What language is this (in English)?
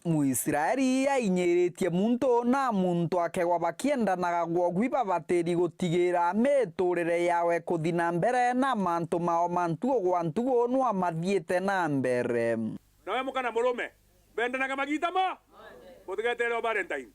Meru